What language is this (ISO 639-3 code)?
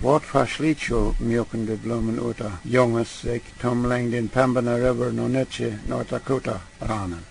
pdt